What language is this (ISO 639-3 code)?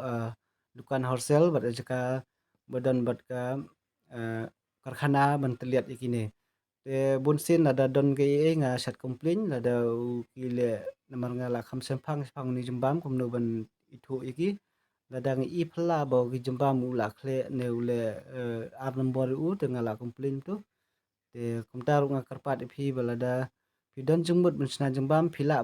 kha